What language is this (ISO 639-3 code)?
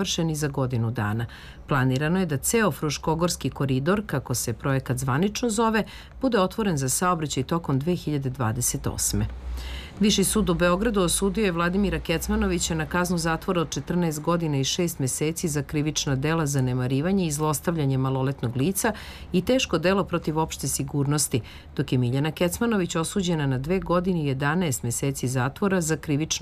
srp